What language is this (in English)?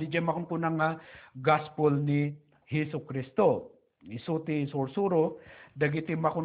Iloko